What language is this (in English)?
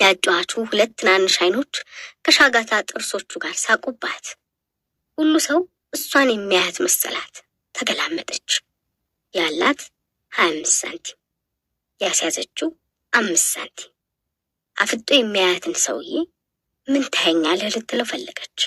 Amharic